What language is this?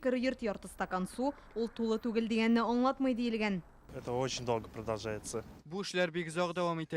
Tatar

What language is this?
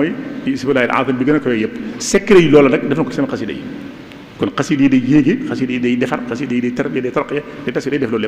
Wolof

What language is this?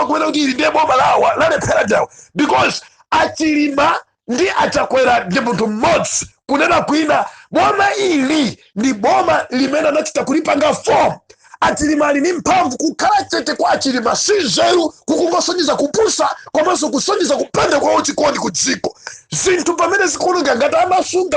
Nyanja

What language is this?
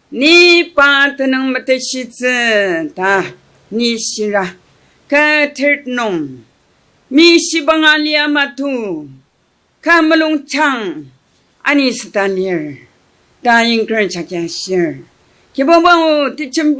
Ao Naga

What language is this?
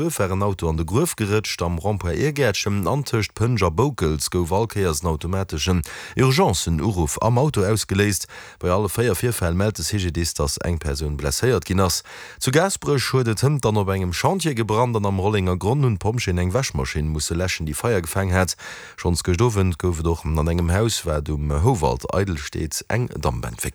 Luxembourgish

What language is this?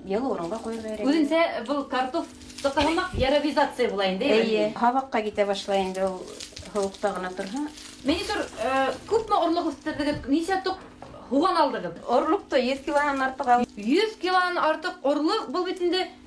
Bashkir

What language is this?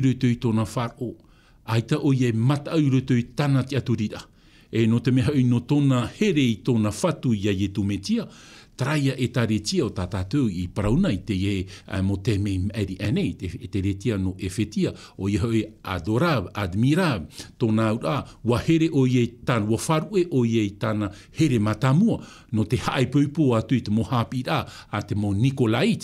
Tahitian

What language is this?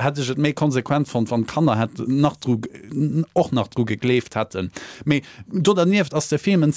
Luxembourgish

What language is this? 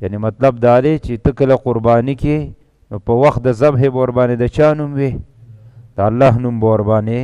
Pashto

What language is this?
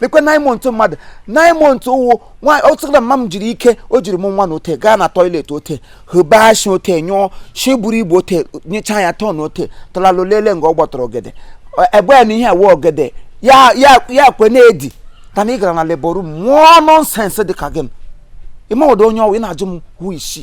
Igbo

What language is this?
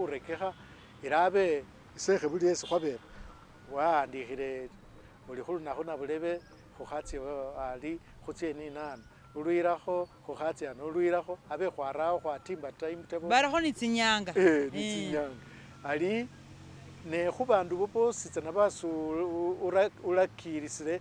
Masaaba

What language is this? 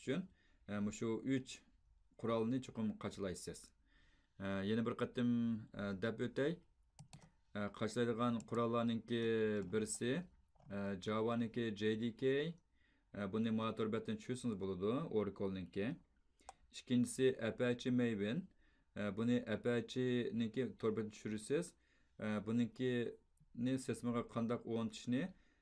Uyghur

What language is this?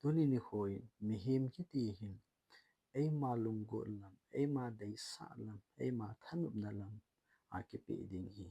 Thado Chin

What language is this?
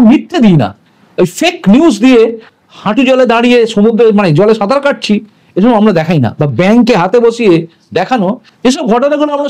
Bangla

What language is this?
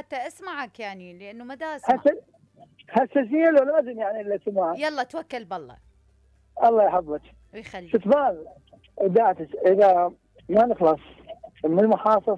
Mesopotamian Arabic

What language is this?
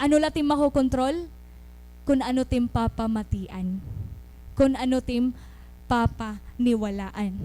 Waray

